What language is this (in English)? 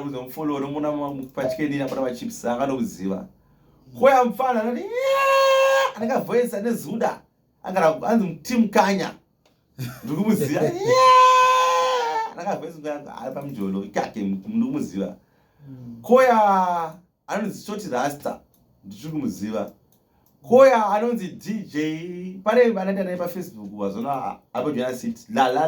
Shona